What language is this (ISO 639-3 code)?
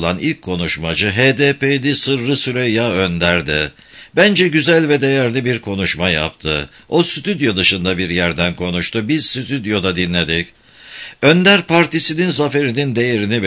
tur